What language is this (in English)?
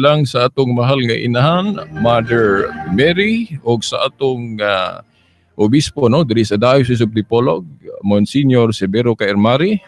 Cebuano